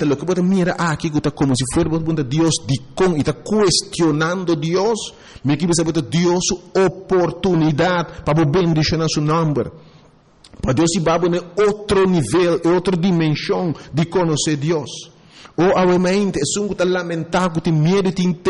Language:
Papiamento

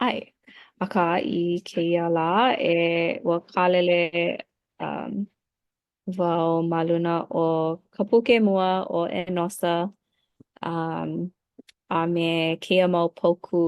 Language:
Hawaiian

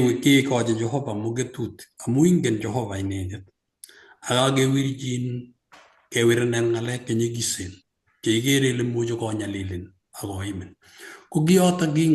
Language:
Kalenjin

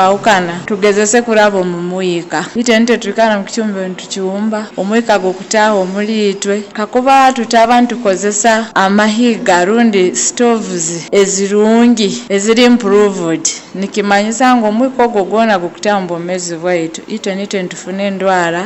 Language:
Nyoro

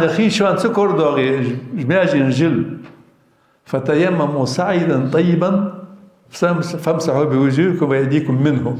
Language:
Ingush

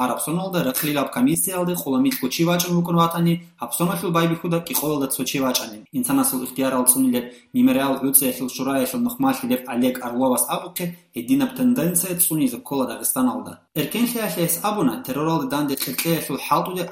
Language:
Avaric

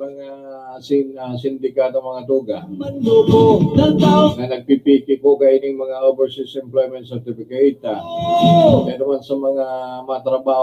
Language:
Bikol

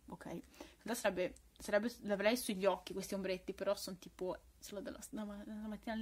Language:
Italian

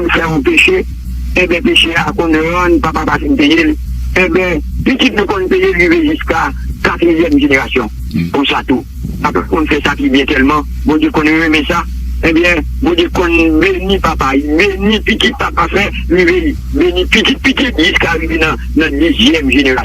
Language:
Haitian Creole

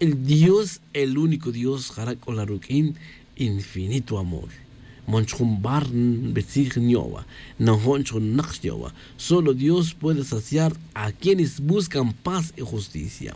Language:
Tz'utujil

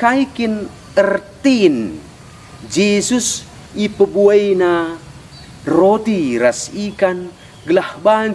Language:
Batak Karo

